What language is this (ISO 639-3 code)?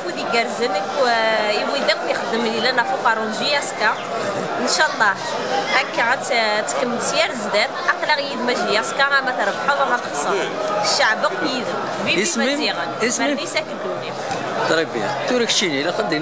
kab